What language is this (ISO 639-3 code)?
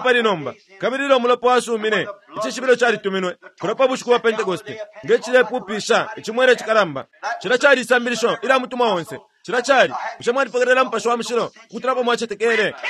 bem